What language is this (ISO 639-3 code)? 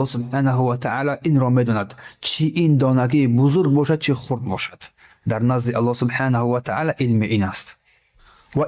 tgk